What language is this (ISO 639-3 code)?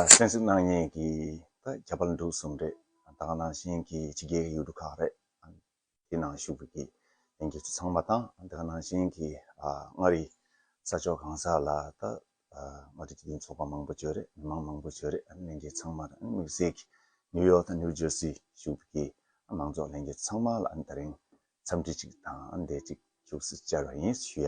bod